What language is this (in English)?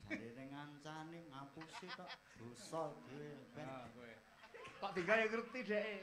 Javanese